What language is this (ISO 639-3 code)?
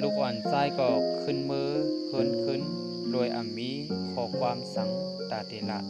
shn